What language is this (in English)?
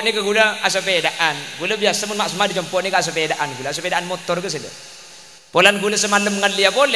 Madurese